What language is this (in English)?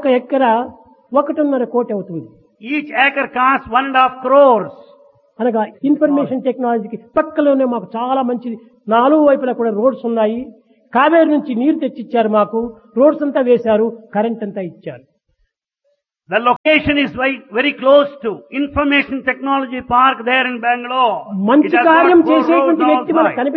Telugu